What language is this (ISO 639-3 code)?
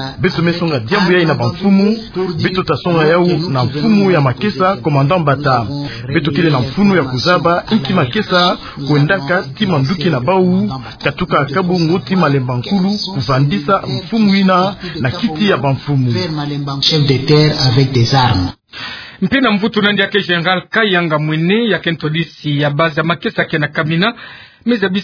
ktu